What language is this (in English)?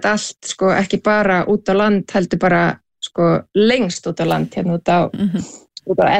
Icelandic